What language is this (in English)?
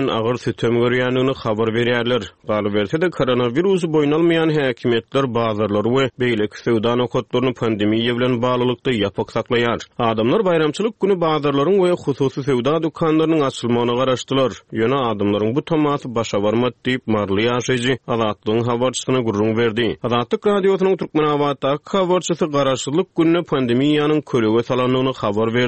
Turkmen